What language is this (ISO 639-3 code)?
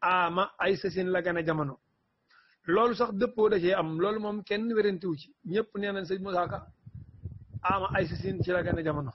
wol